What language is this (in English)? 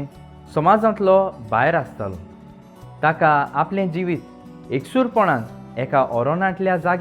Konkani